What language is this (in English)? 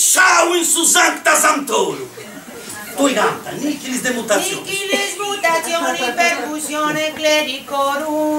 Sardinian